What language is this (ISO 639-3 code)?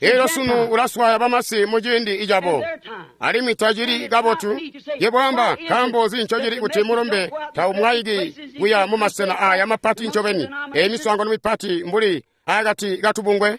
toi